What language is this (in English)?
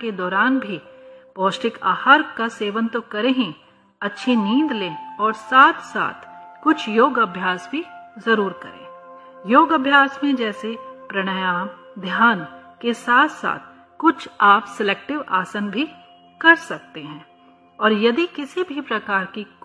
Hindi